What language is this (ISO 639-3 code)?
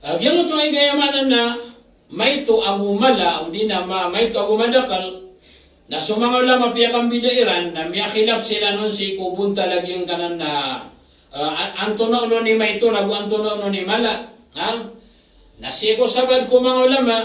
mrw